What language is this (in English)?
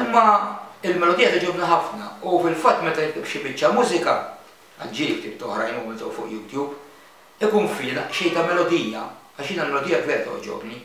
Maltese